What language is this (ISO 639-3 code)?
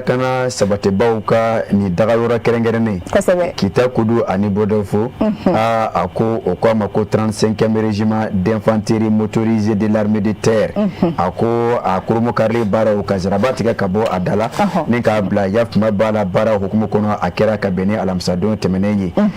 bam